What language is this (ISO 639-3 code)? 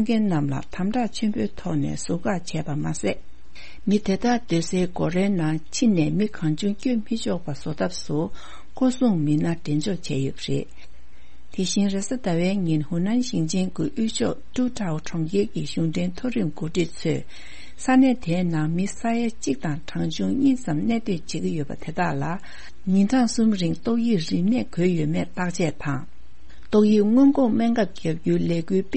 bod